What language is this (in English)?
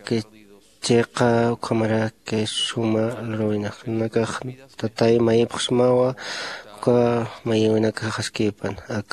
Aymara